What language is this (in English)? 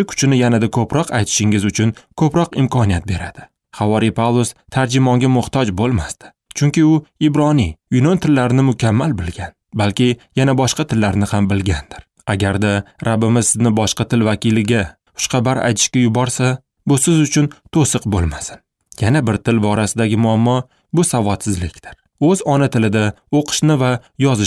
Uzbek